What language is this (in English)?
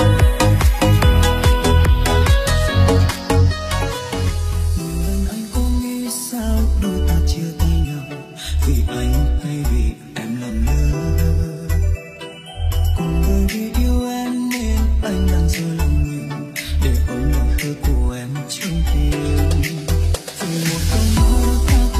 Vietnamese